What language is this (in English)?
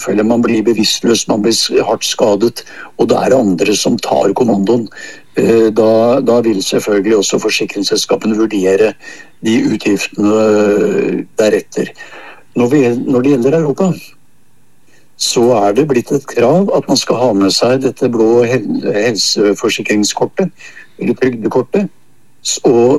Norwegian